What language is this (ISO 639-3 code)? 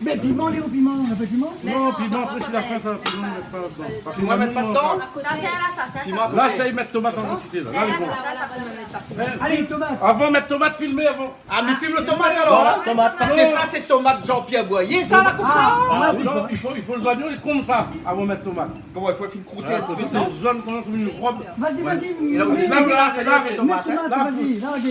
rcf